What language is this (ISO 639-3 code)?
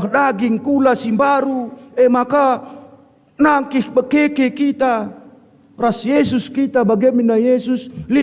btx